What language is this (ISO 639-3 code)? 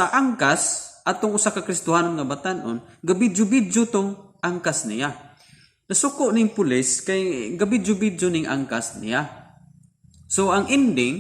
ceb